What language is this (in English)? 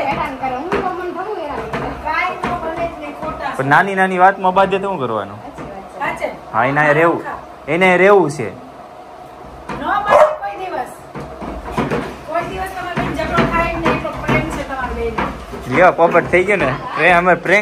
Gujarati